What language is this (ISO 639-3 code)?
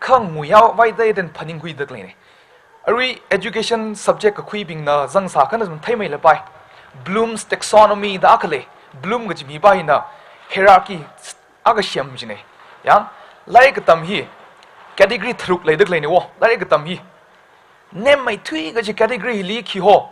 nmf